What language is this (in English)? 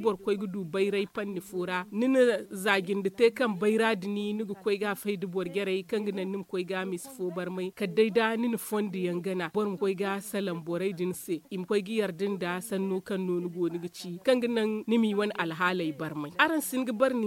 Zarma